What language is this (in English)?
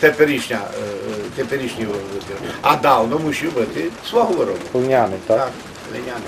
Rusyn